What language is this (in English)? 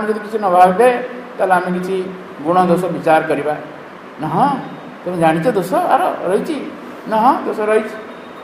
Odia